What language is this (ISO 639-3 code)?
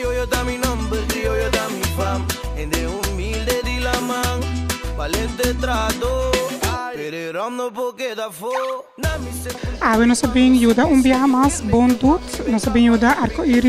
pap